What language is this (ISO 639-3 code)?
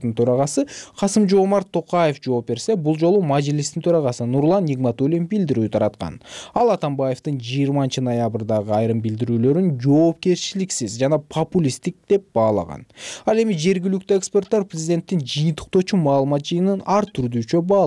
kir